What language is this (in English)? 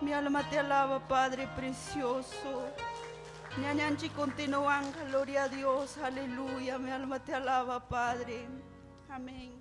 Ayacucho Quechua